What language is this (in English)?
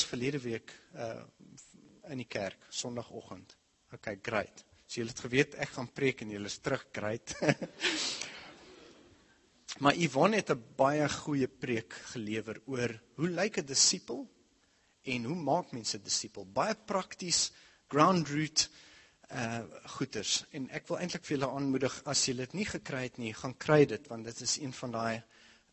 Afrikaans